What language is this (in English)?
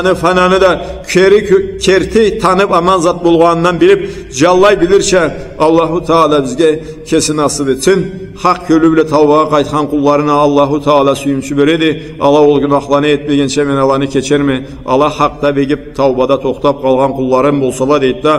Karachay-Balkar